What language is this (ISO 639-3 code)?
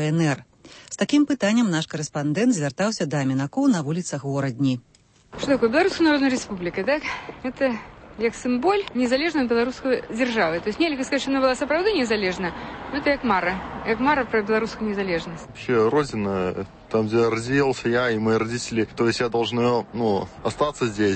bel